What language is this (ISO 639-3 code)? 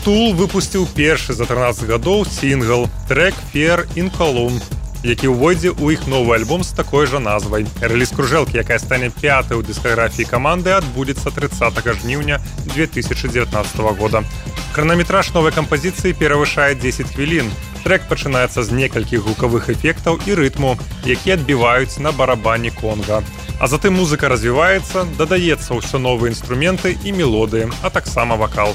bel